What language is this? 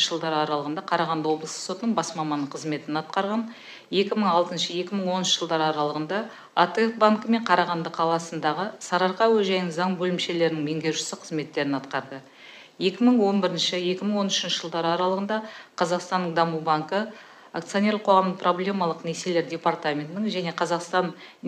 Kazakh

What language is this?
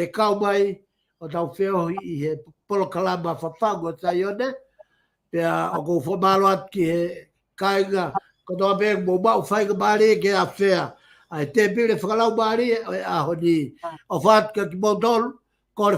Tongan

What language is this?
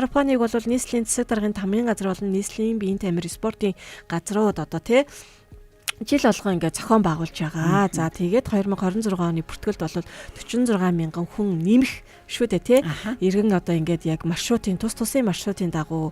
Mongolian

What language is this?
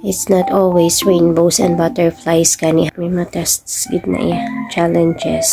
Hiligaynon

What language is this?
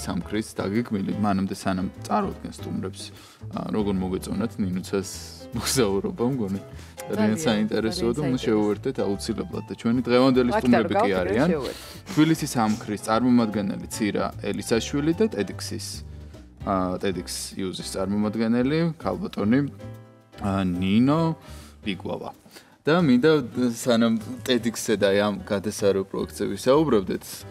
Georgian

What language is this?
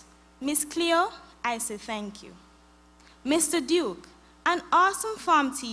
English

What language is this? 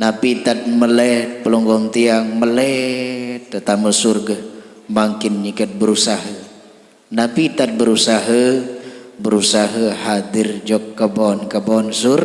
Sasak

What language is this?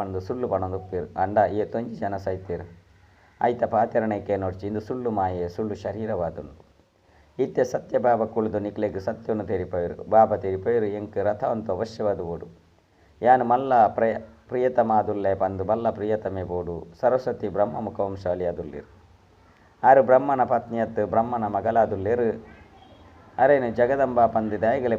Tulu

